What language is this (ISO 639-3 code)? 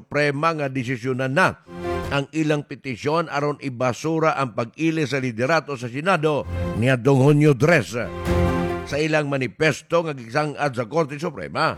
ceb